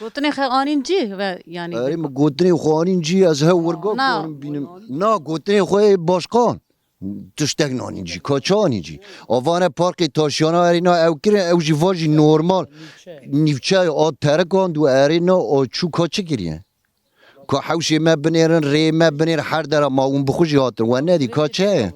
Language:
Kurdish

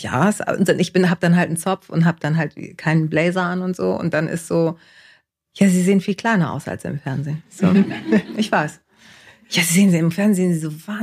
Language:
German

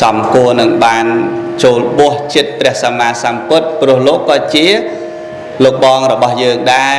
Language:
Khmer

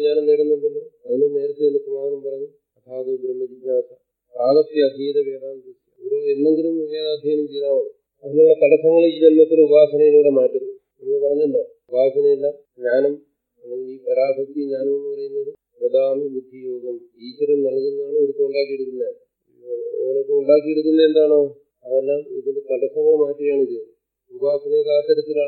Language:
Malayalam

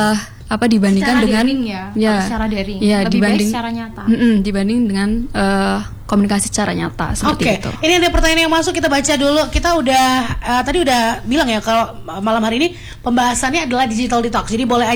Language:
Indonesian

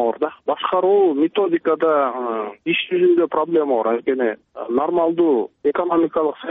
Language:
Kyrgyz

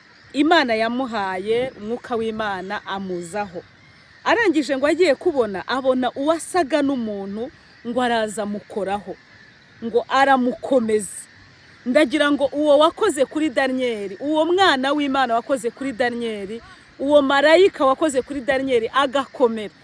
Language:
Kinyarwanda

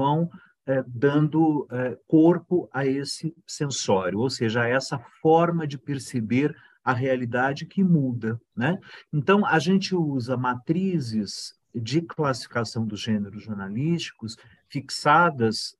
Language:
Portuguese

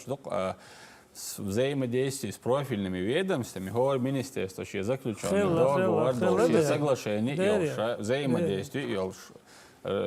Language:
Chechen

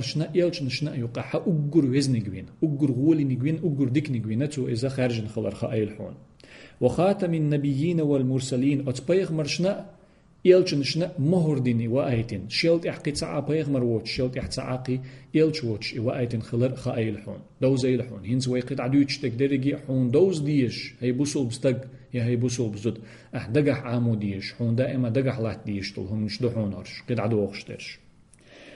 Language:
Chechen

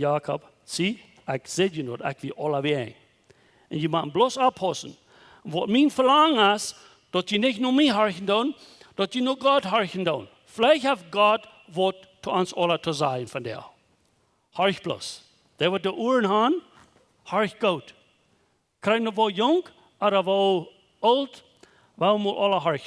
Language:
Plautdietsch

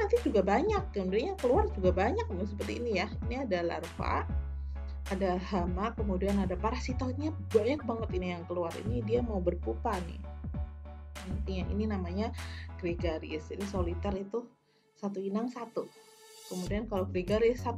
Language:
Indonesian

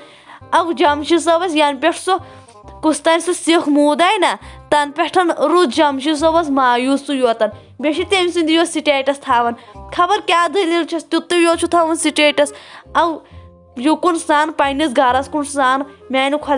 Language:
Kashmiri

